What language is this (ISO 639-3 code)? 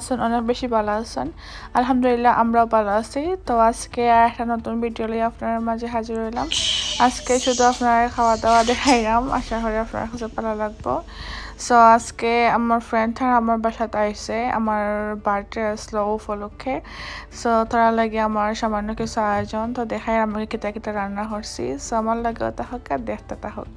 syl